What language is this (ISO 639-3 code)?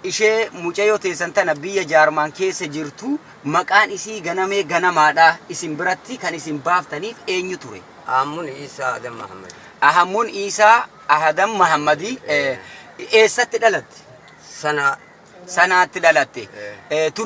orm